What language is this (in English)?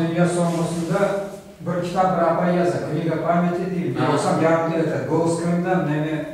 Crimean Tatar